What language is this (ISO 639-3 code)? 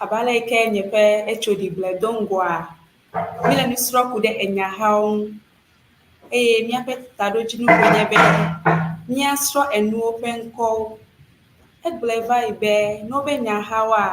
ewe